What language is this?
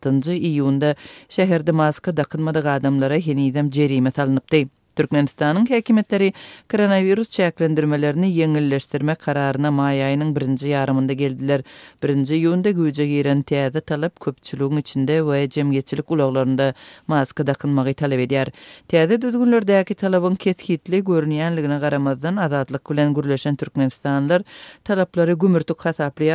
Turkmen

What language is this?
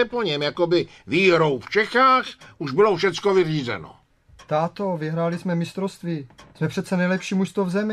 Czech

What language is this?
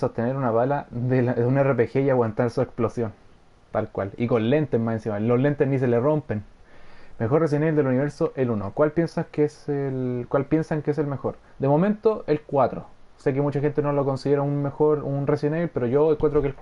Spanish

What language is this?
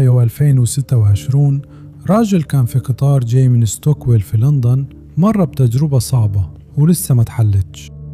Egyptian Arabic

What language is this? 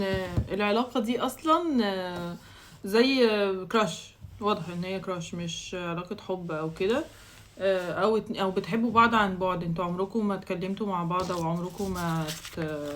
Egyptian Arabic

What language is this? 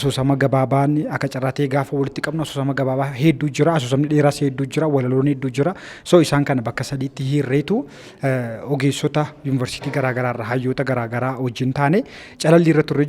Oromo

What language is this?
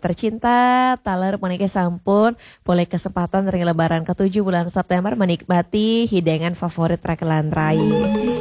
Balinese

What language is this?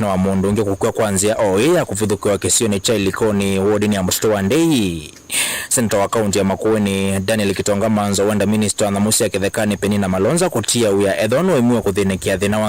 Kamba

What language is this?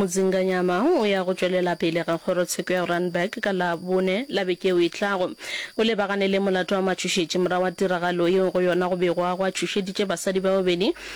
Northern Sotho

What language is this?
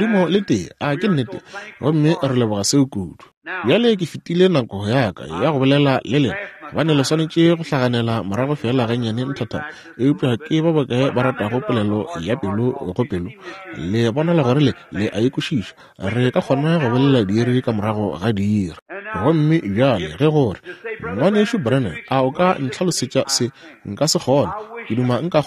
Northern Sotho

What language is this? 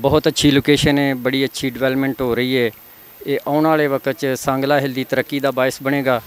Western Panjabi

